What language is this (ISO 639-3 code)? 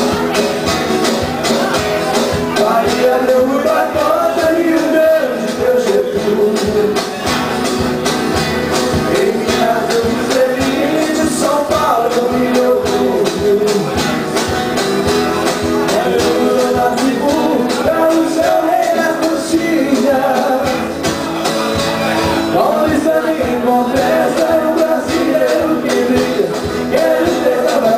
por